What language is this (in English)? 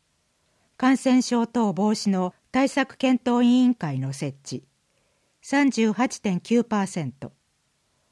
Japanese